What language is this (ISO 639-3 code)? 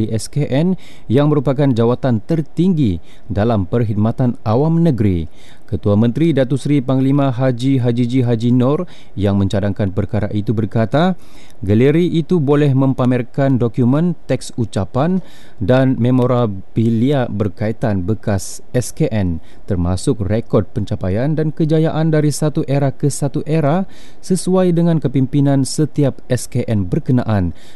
msa